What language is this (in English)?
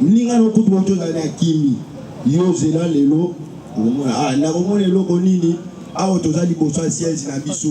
Lingala